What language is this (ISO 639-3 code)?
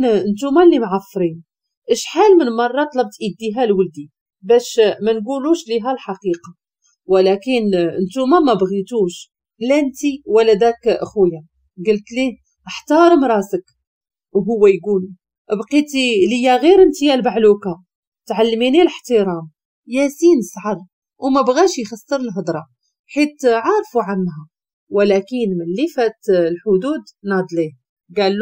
ary